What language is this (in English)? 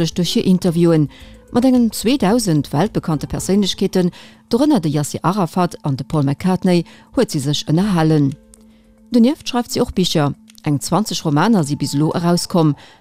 Luxembourgish